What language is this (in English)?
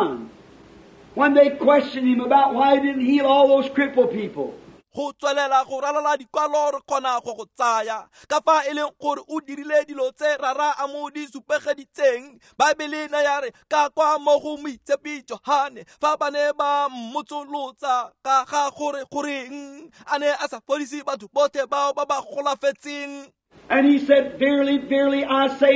Tswana